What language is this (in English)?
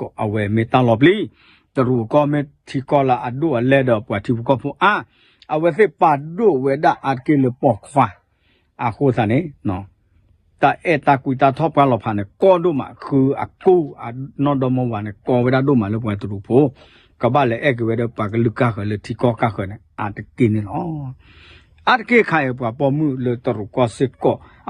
S'gaw Karen